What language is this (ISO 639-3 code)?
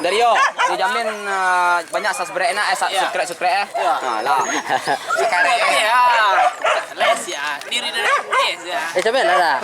min